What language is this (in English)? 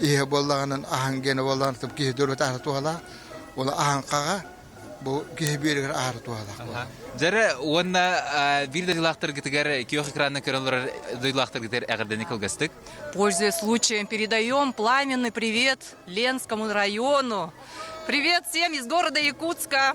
Yakut